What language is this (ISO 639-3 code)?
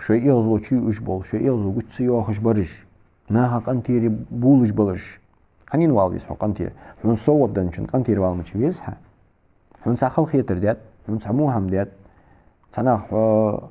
inh